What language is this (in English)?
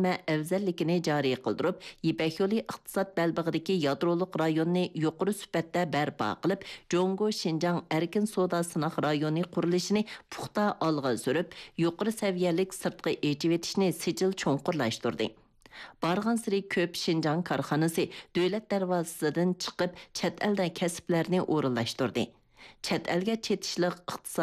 Uyghur